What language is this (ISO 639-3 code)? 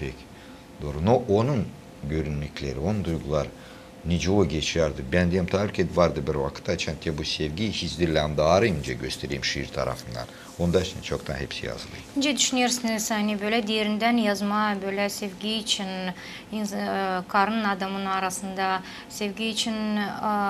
gag